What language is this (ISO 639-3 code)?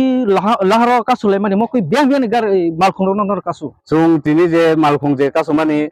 trp